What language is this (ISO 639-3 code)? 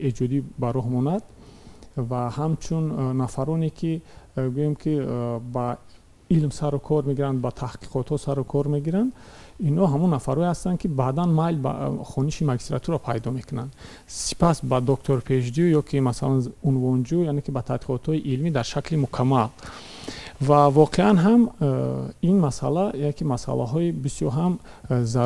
tgk